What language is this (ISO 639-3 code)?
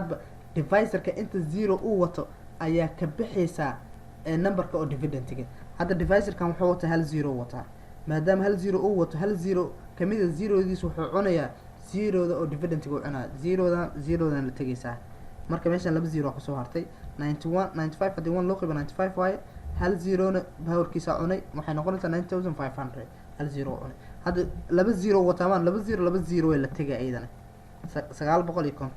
som